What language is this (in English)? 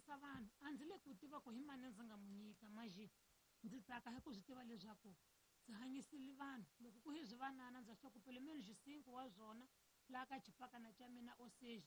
Tsonga